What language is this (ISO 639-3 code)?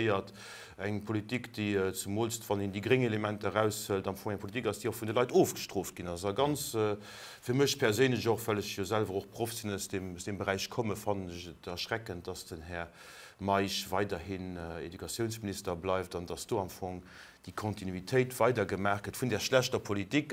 ltz